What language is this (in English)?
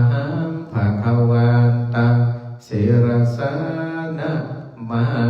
Pali